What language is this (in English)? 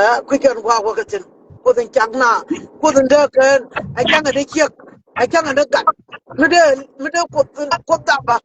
Nuer